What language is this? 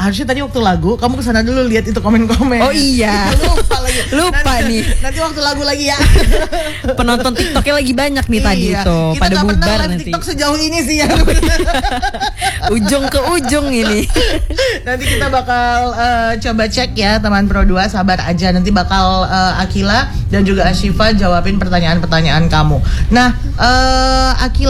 Indonesian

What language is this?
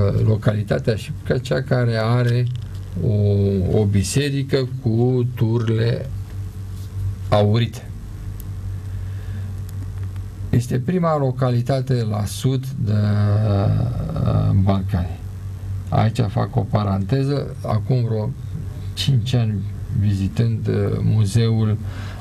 Romanian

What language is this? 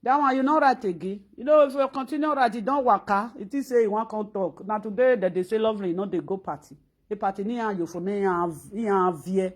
Nigerian Pidgin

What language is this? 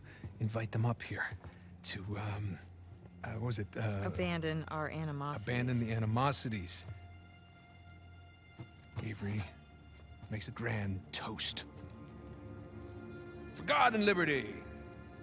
English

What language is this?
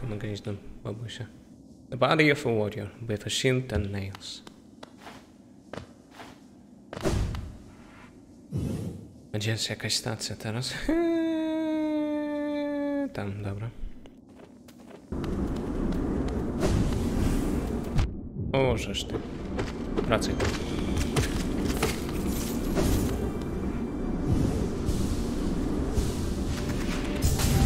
Polish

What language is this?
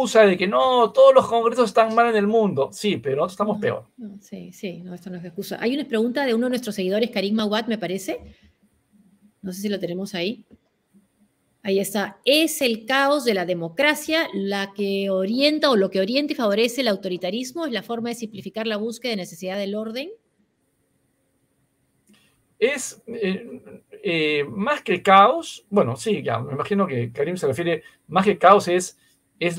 Spanish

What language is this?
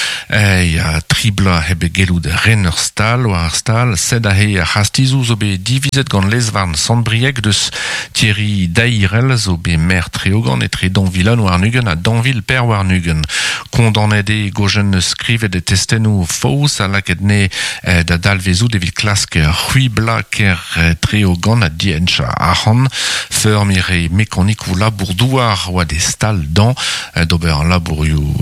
Breton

